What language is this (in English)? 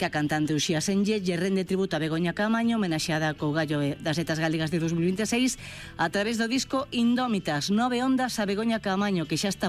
Galician